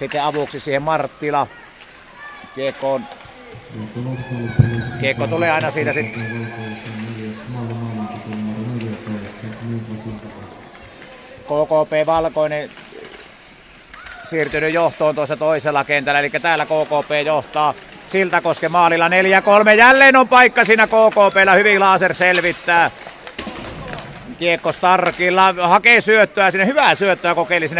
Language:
Finnish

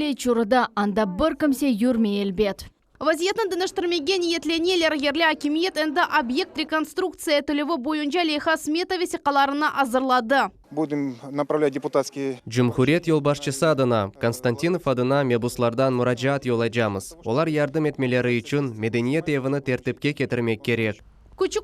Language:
Crimean Tatar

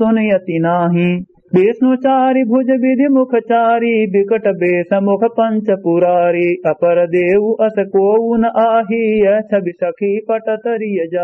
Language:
Awadhi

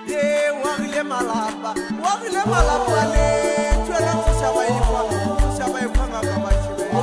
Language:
Northern Sotho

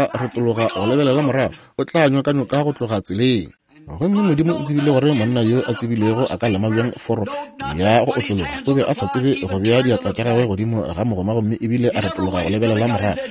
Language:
Northern Sotho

